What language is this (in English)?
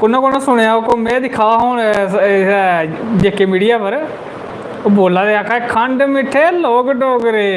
Dogri